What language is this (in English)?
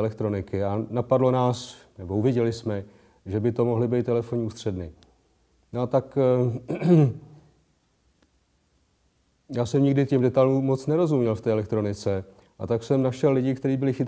Czech